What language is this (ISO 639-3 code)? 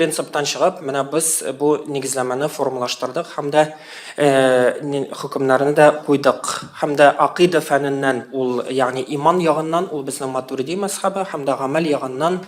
tat